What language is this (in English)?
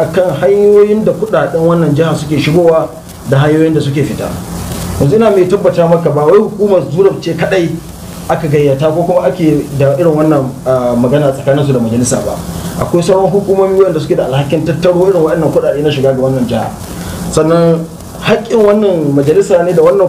Hausa